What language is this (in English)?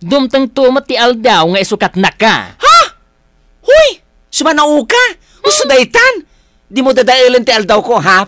Iloko